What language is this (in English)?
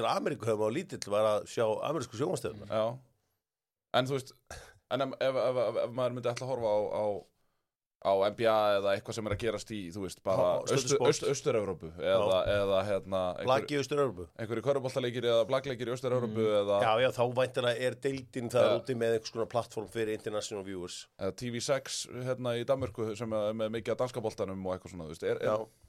Icelandic